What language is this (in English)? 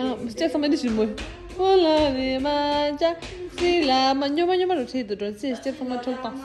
Tibetan